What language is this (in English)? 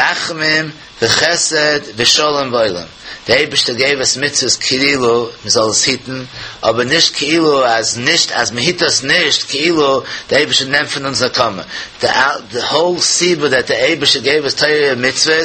Yiddish